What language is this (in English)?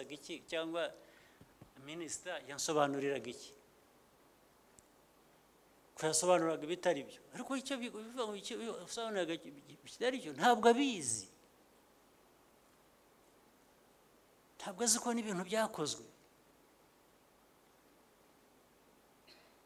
Kinyarwanda